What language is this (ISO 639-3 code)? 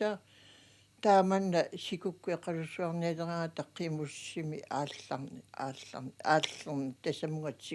kal